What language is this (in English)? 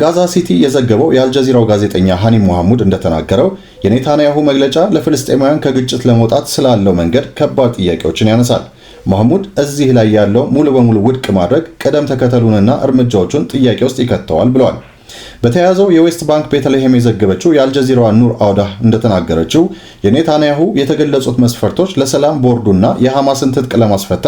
Amharic